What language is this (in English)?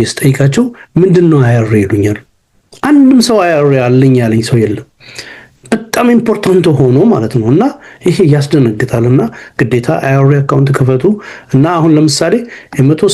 Amharic